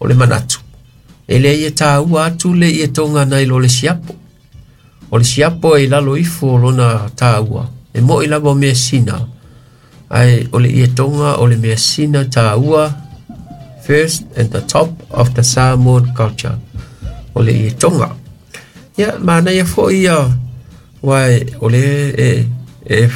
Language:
Samoan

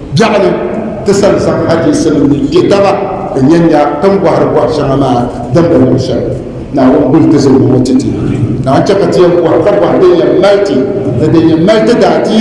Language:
Dagbani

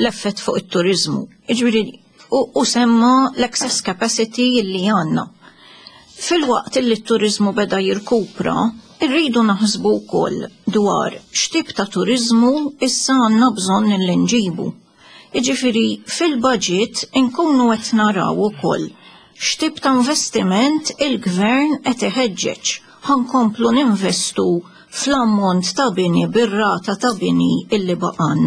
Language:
Maltese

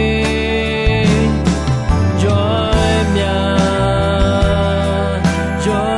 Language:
Akha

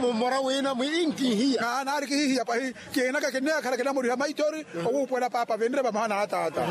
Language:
Makhuwa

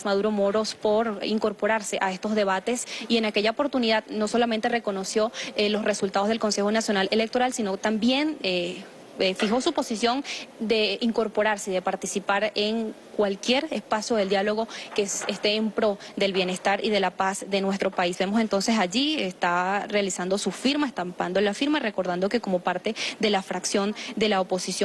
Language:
Spanish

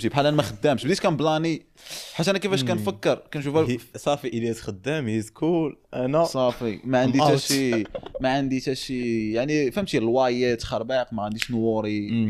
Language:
Moroccan Arabic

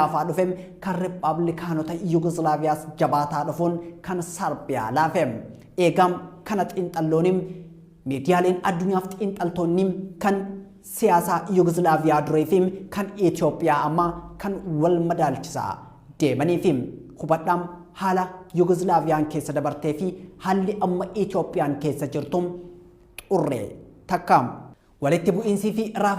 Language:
Oromo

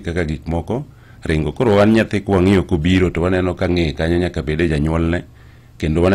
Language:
Luo (Kenya and Tanzania)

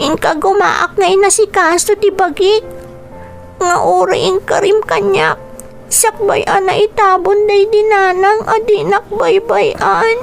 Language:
Iloko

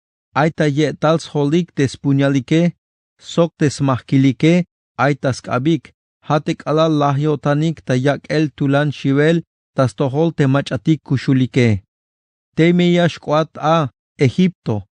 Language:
Tzeltal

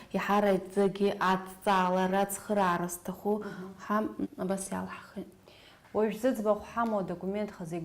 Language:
Abkhazian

